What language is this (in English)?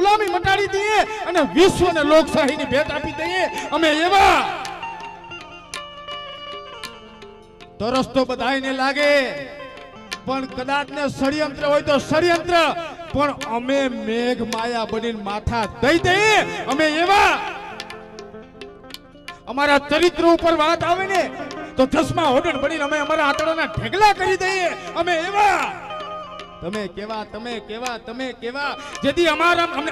Gujarati